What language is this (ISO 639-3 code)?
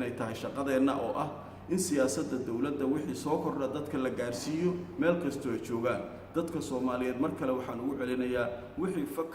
som